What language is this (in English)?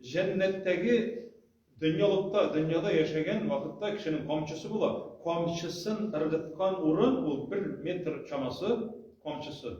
Tatar